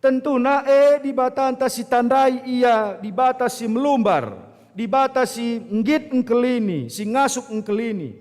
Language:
Batak Karo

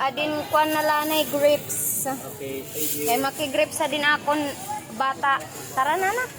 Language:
Waray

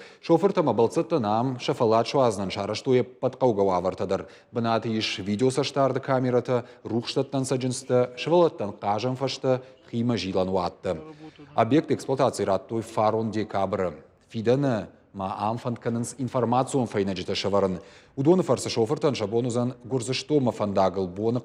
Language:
Ossetic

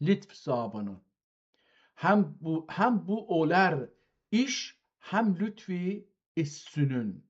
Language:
South Azerbaijani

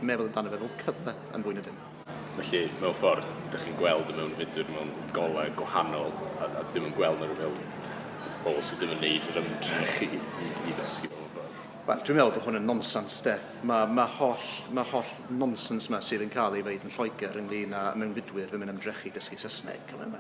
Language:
Welsh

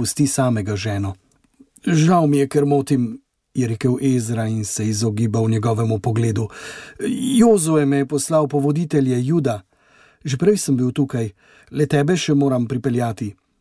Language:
Slovenian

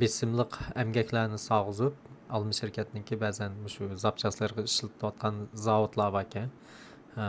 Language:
Uyghur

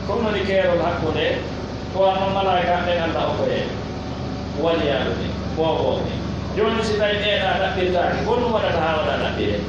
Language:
Pular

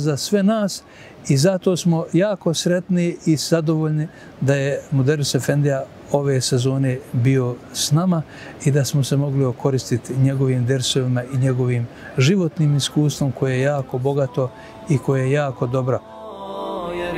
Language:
Bosnian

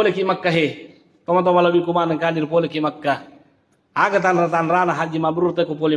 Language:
Buginese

